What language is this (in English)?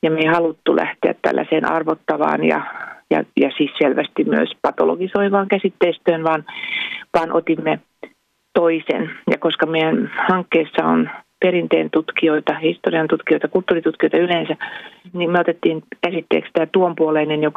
Finnish